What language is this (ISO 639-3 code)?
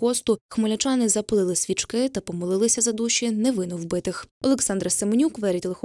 ukr